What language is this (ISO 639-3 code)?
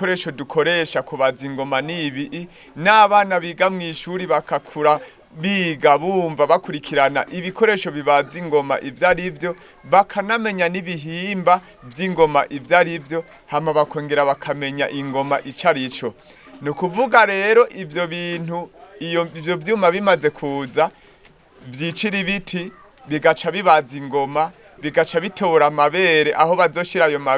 run